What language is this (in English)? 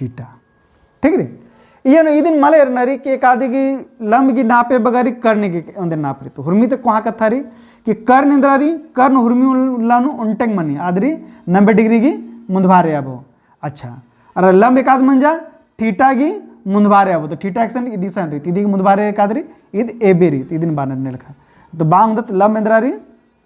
Kurukh